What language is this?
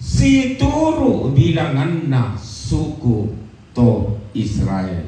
Toraja-Sa'dan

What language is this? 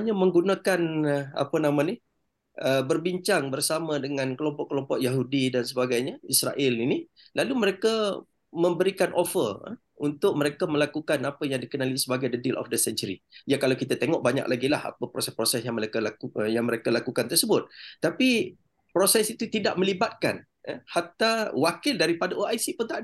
Malay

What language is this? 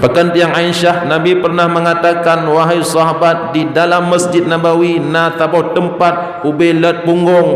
Achinese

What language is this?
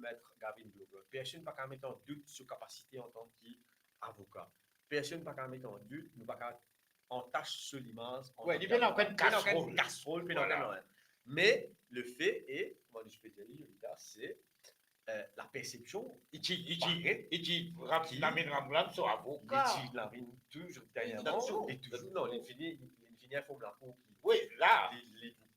Morisyen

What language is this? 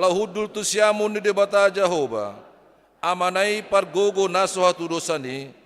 Batak Toba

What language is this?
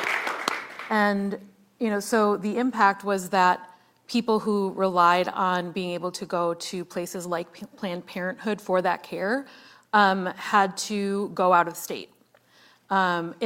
English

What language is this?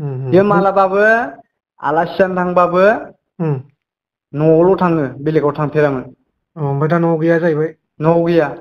Bodo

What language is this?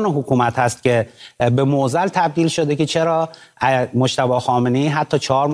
Persian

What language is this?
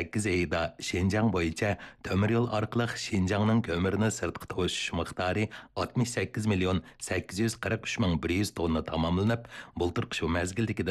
Uyghur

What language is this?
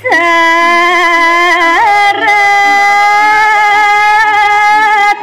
Balinese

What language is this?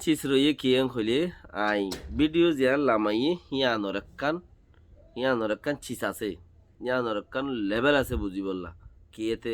Rohingya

